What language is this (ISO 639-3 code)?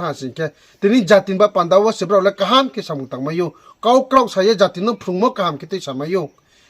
ria